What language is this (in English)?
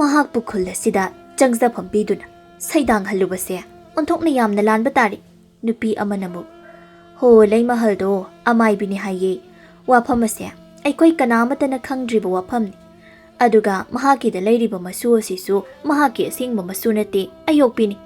Manipuri